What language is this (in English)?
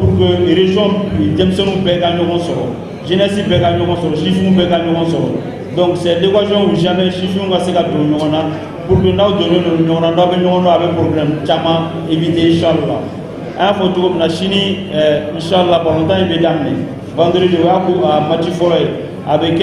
Bambara